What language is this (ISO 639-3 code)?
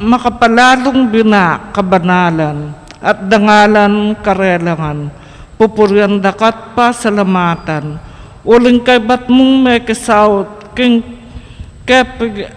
pam